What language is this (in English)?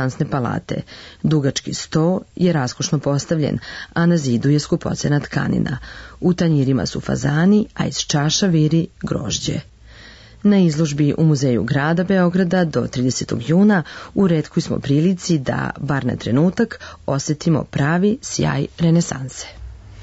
Serbian